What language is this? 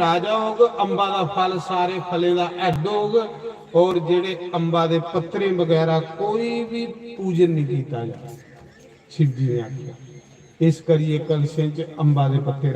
Dogri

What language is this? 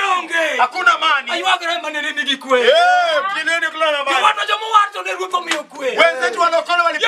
Luo (Kenya and Tanzania)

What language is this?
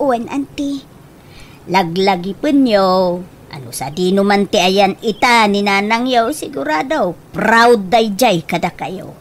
Iloko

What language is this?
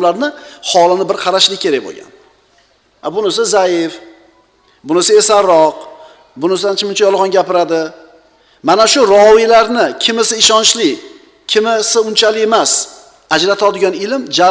Uzbek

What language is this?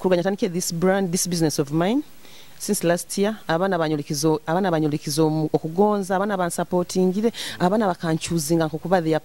Nyoro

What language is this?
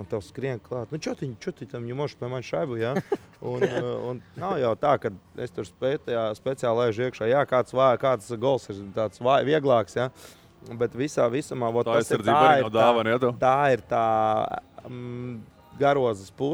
Latvian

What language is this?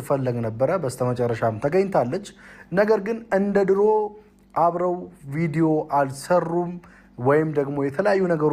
Amharic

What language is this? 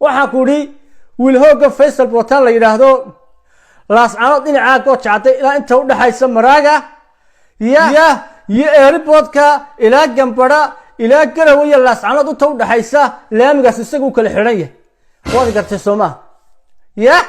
Somali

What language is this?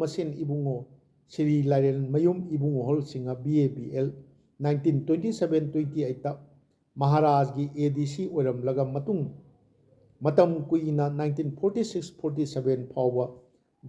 Manipuri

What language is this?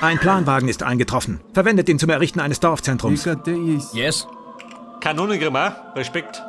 Bavarian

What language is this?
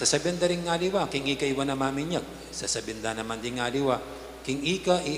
Pampanga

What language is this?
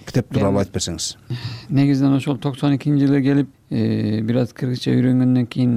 Kyrgyz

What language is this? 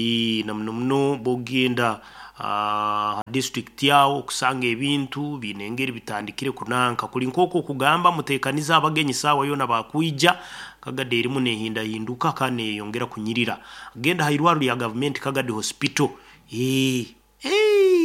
Nyoro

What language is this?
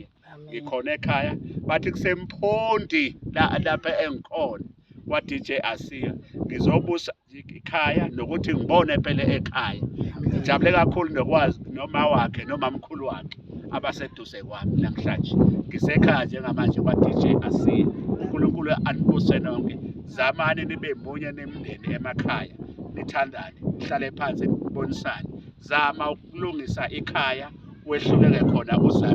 Zulu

